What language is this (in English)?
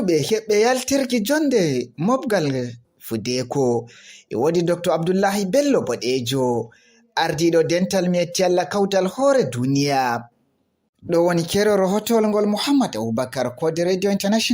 Fula